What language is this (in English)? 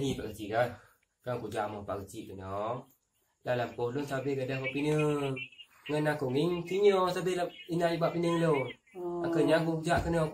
Achinese